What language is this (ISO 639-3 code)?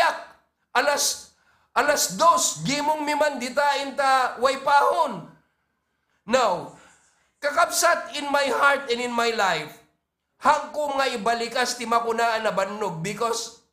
ilo